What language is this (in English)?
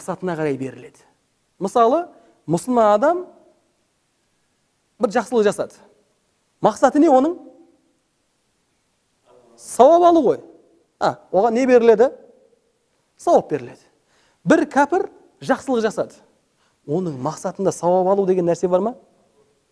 Kazakh